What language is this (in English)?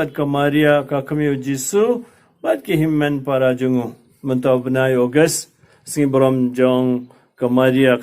Khasi